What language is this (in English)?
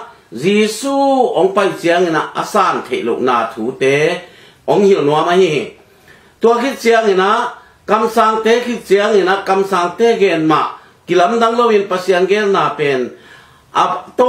Tedim Chin